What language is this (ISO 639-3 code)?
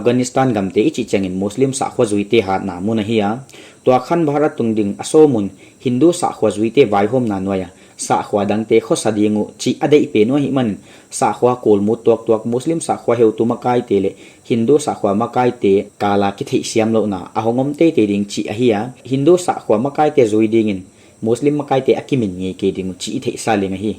pck